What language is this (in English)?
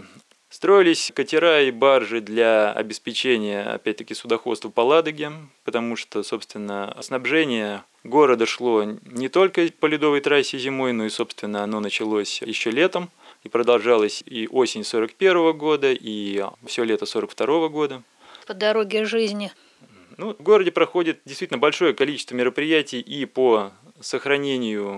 Russian